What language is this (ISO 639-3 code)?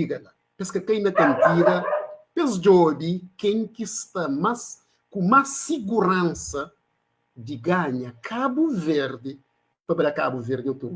kea